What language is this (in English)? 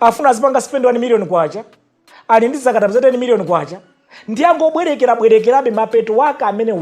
Nyanja